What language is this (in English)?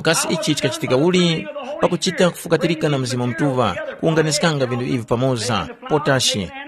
Tumbuka